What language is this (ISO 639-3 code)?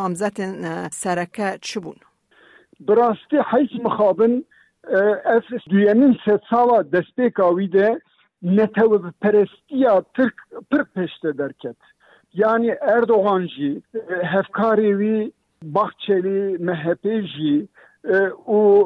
kur